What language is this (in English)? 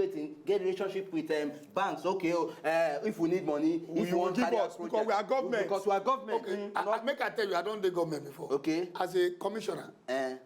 Nigerian Pidgin